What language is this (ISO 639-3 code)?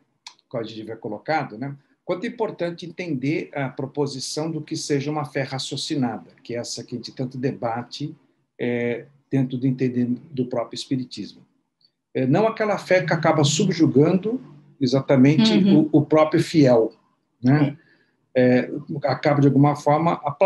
por